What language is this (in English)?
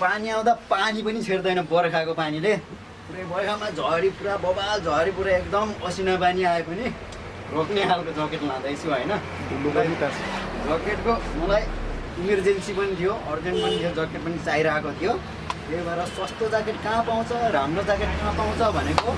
Nepali